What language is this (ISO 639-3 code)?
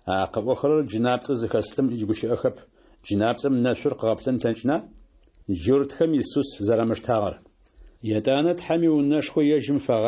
ady